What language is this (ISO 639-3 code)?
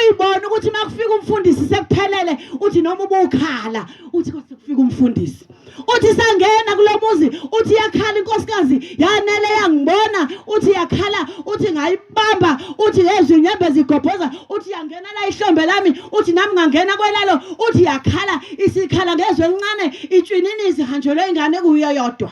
zul